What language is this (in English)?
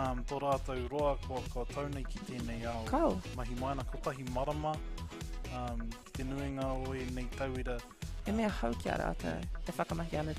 Māori